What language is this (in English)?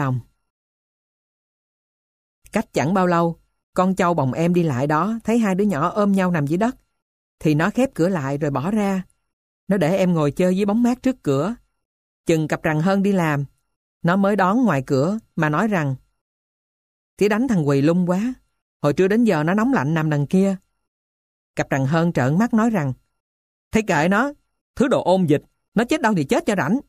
Vietnamese